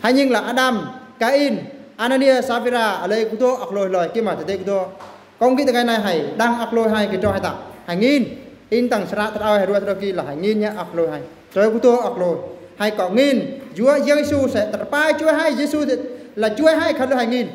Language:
Eastern Bru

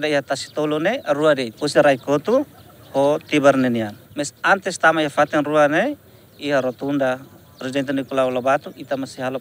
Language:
Tetum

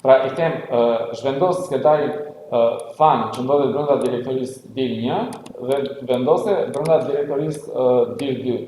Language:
Albanian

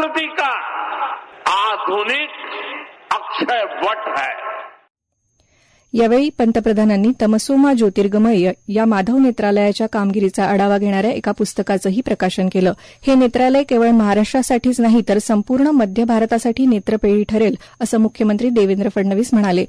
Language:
Marathi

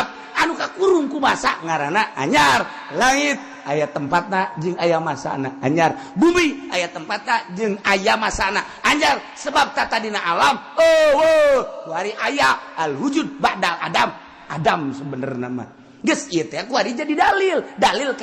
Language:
Sundanese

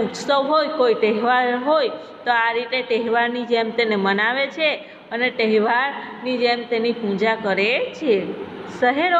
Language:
Gujarati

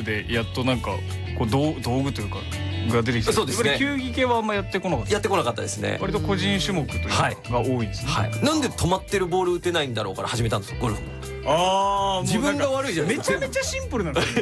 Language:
Japanese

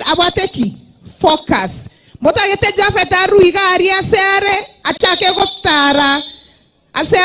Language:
Gusii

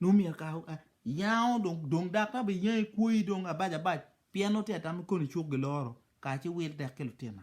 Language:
Acoli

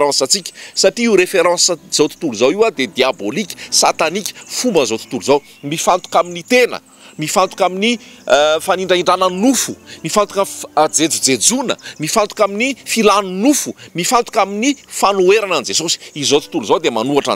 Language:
Malagasy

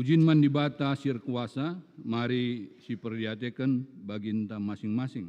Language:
Batak Karo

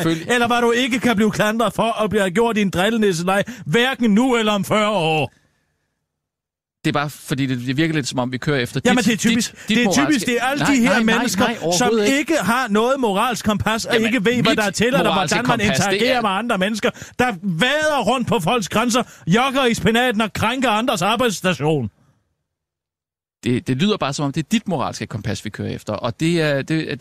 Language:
Danish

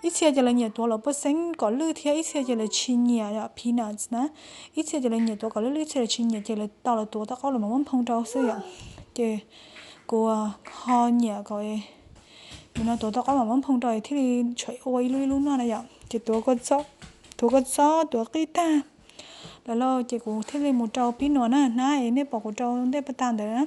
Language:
Hmong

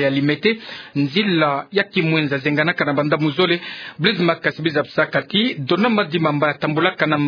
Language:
Kituba (Democratic Republic of Congo)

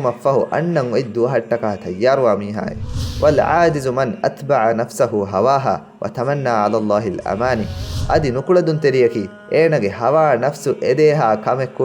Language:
Divehi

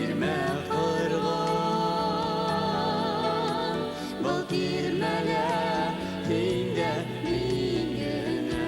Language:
Bashkir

